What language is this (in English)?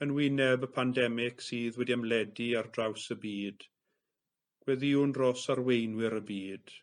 Welsh